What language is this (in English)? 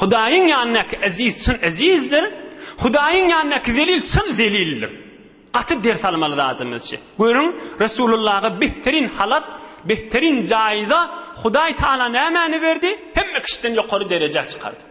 Turkmen